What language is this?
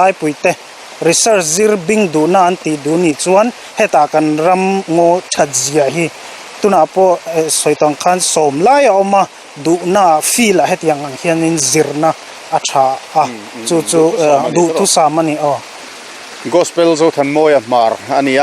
Mizo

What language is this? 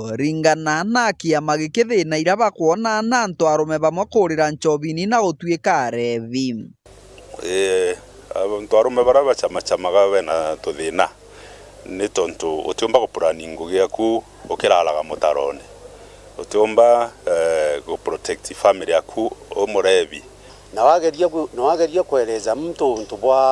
Meru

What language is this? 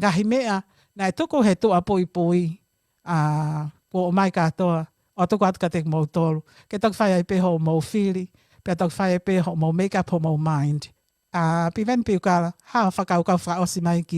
Tongan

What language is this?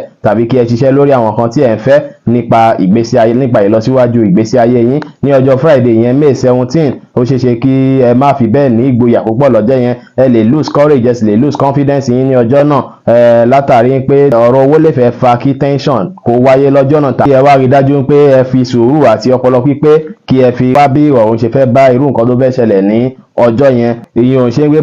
Yoruba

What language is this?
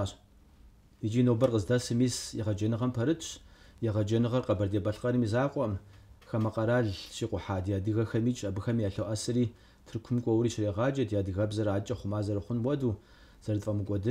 Kabardian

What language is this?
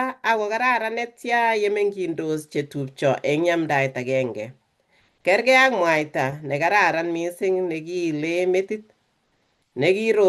Kalenjin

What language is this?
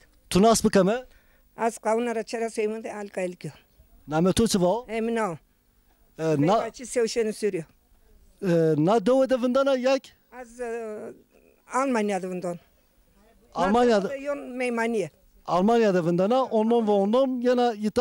Zaza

